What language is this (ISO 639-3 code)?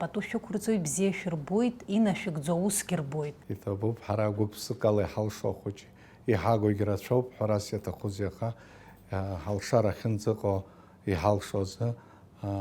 abk